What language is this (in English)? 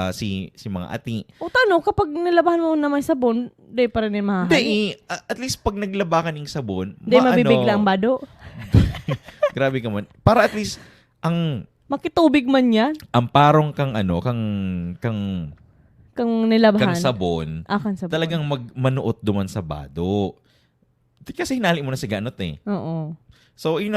Bikol